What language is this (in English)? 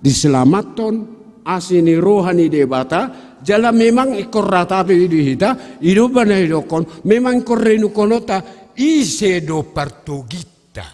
Batak Toba